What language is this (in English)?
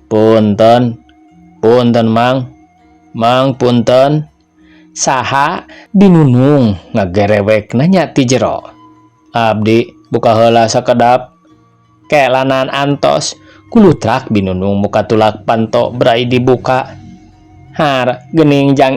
Sundanese